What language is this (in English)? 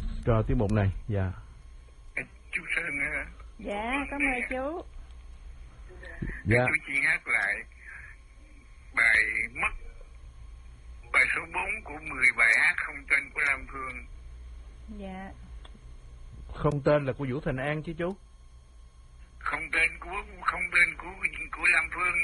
Vietnamese